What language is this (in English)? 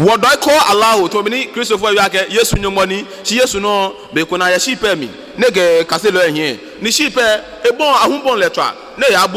Ga